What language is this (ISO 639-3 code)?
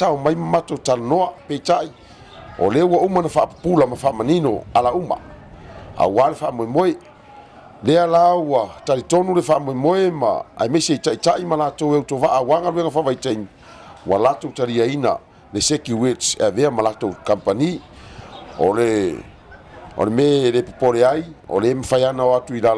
smo